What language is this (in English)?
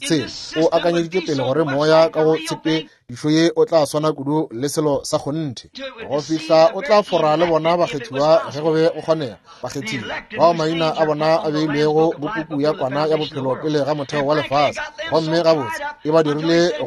Northern Sotho